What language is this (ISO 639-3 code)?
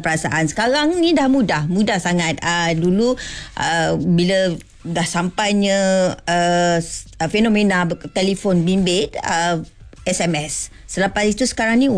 msa